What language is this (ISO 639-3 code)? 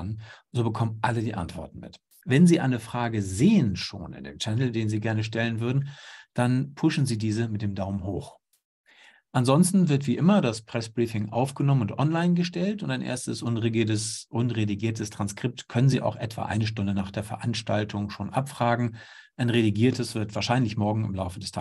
deu